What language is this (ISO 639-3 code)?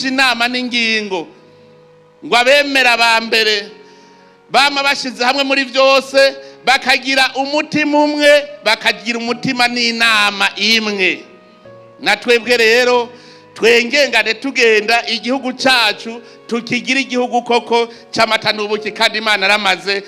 run